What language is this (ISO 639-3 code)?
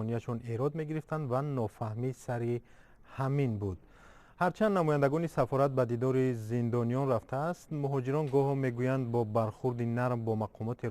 tgk